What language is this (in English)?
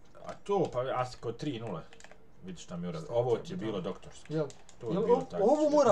Bosnian